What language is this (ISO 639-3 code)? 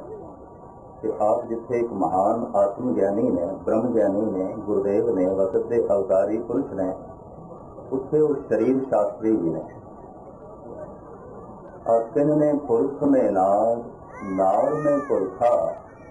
pan